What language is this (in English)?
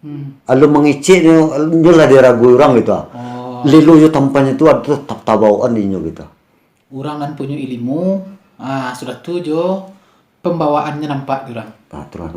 Minangkabau